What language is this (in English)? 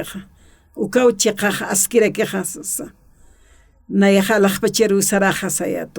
Aymara